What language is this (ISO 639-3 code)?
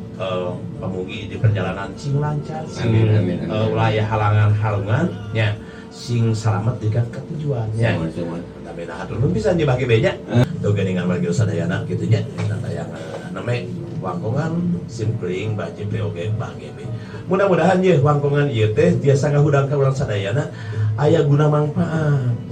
sun